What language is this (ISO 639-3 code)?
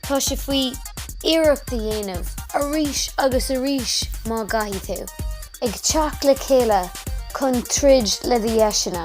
gle